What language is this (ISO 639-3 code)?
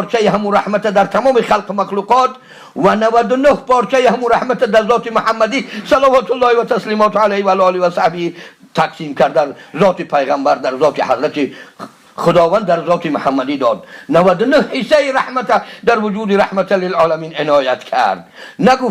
tgk